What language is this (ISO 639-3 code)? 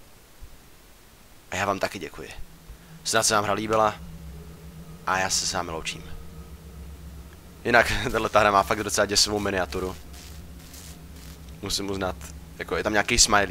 ces